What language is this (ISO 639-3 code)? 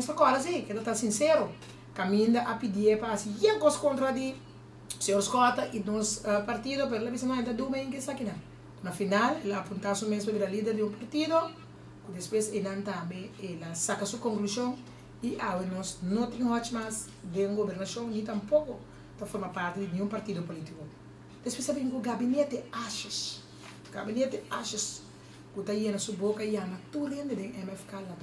pap